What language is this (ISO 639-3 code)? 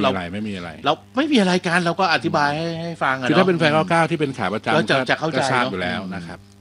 tha